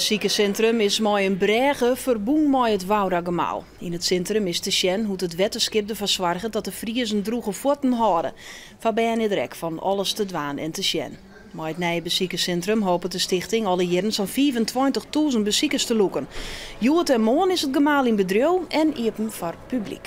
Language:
Western Frisian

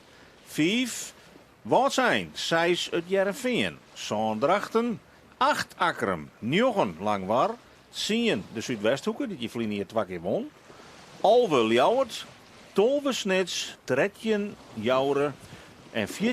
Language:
Western Frisian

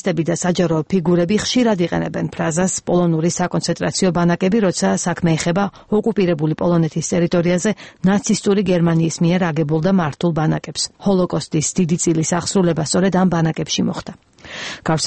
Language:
Georgian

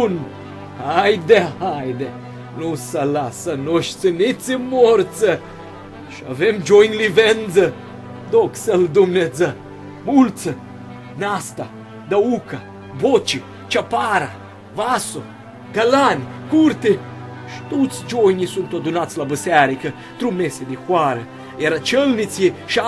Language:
Aromanian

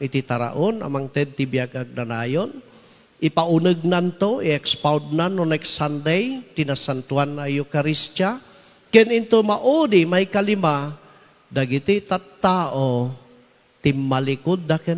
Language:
Iloko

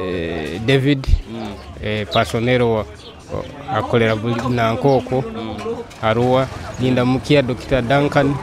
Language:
Nyoro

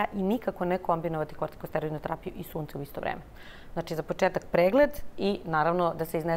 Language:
Serbian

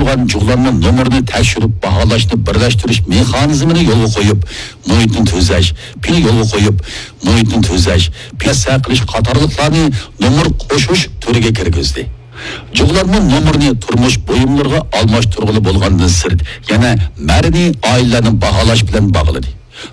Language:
Uyghur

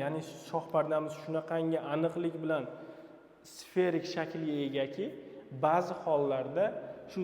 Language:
Uzbek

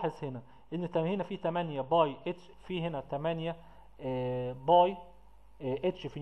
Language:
Egyptian Arabic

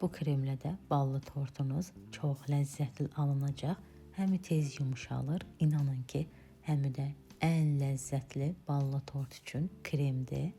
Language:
Azerbaijani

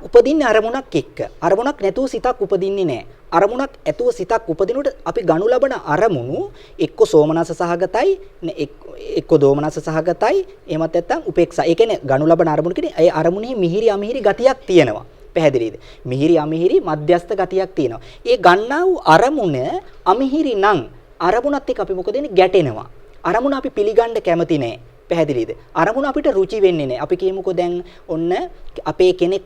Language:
Sinhala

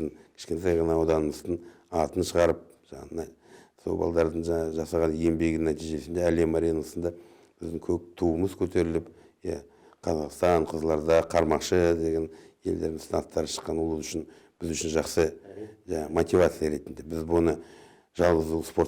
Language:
Kazakh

